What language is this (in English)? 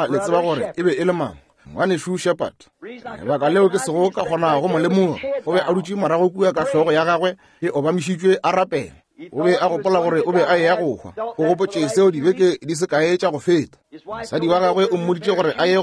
Northern Sotho